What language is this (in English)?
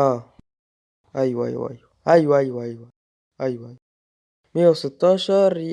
Egyptian Arabic